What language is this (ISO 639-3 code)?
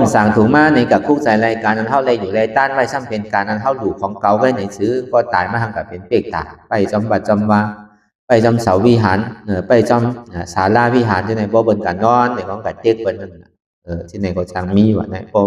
shn